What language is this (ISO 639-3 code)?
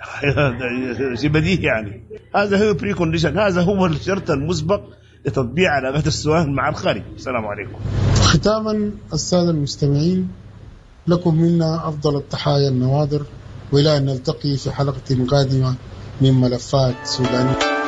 apd